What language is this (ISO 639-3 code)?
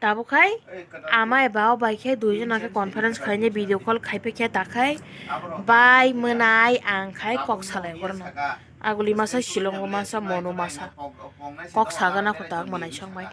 trp